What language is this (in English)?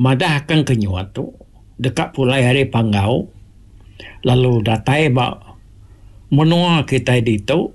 Iban